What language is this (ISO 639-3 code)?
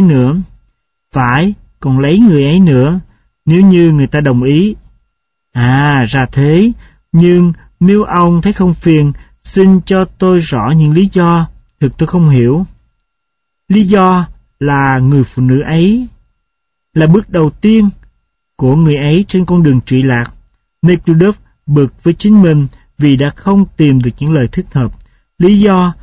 vie